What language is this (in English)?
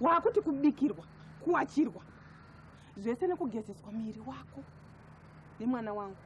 Shona